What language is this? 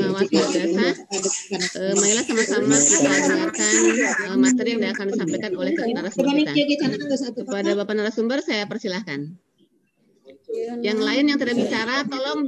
Indonesian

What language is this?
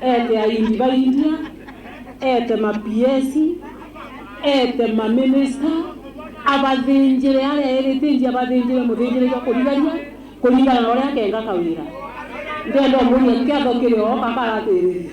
Meru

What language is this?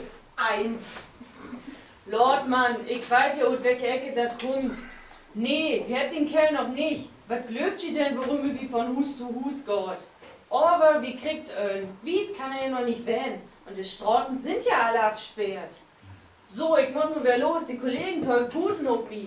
Low German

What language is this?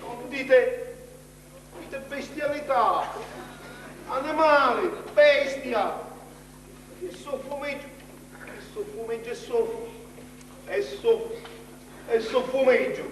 Sicilian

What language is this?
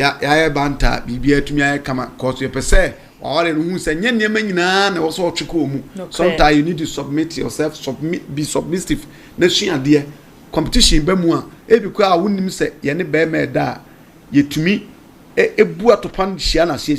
Akan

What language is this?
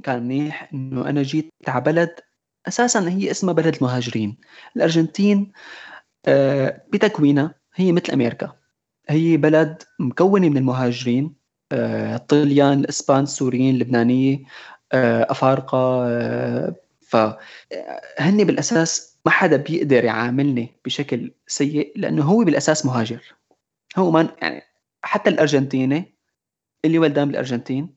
North Levantine Arabic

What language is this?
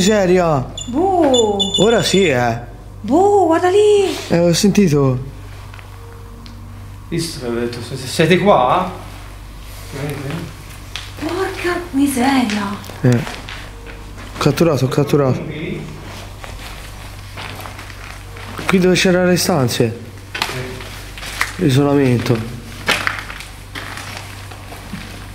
Italian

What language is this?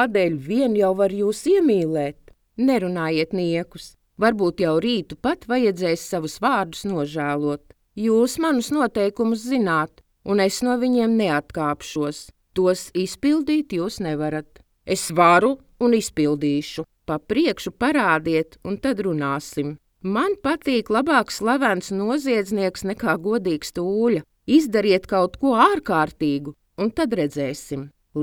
Latvian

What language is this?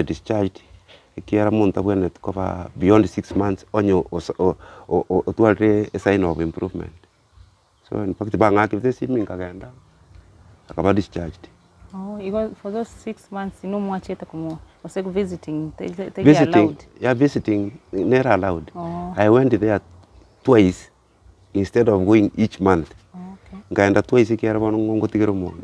Gusii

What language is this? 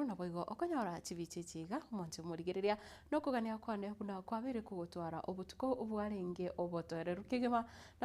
Gusii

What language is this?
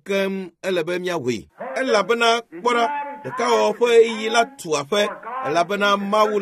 Ewe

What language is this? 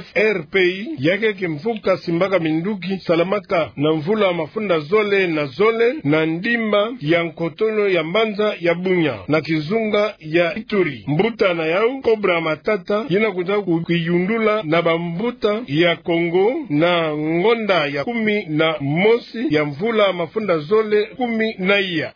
Kituba (Democratic Republic of Congo)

